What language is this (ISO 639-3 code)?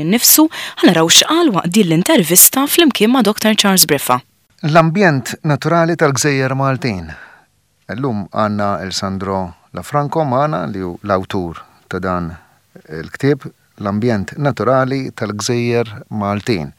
mlt